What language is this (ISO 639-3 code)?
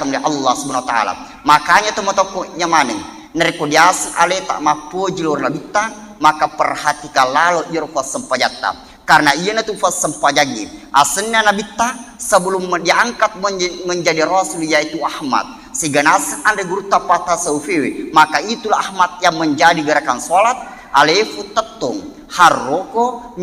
bug